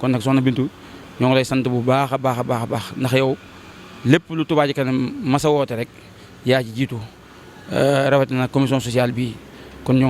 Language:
Wolof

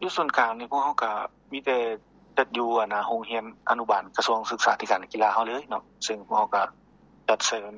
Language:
Lao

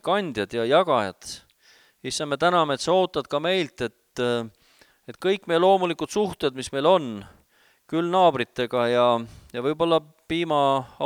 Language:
Estonian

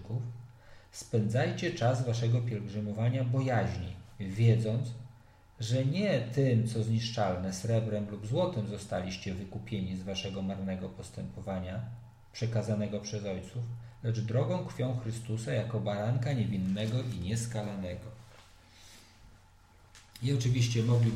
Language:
Polish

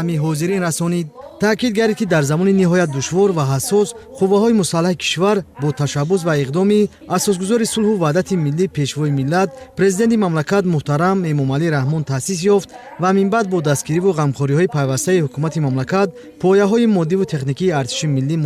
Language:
Tajik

